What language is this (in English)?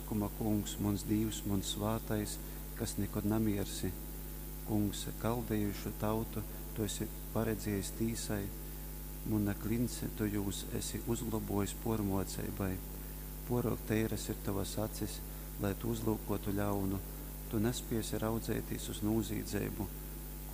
Latgalian